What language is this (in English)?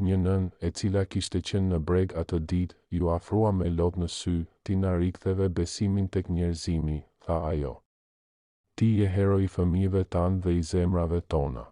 Albanian